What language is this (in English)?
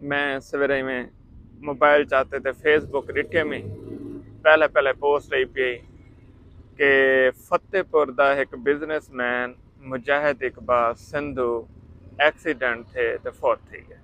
Saraiki